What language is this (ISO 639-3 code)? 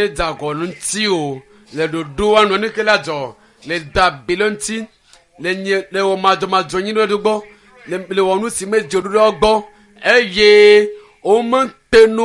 ewe